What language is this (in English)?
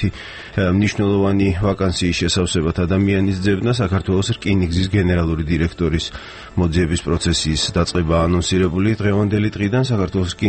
Georgian